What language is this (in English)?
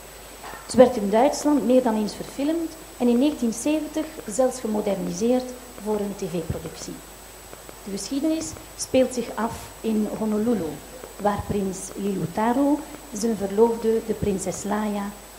Dutch